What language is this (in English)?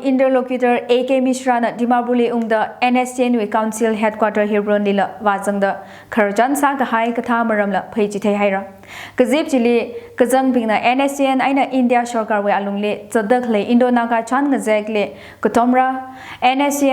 Tangkhul Naga (India)